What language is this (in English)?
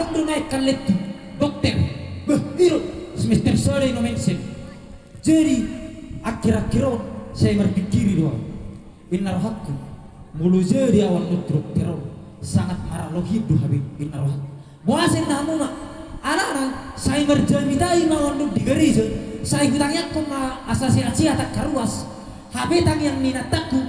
Batak Toba